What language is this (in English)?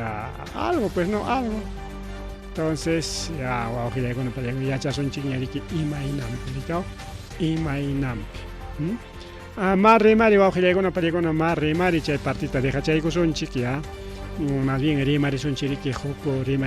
Ayacucho Quechua